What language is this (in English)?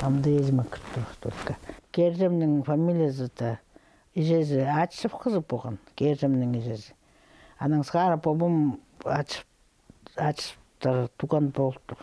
Khakas